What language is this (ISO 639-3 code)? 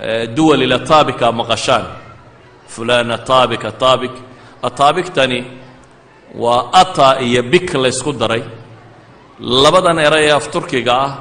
som